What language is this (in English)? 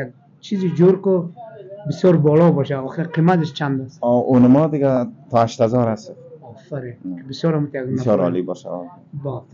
Persian